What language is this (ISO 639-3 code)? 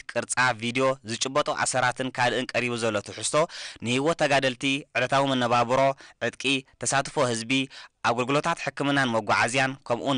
tir